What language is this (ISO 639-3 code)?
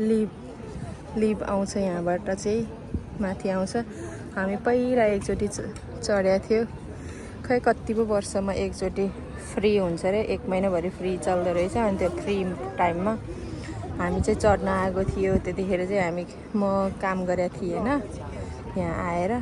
nep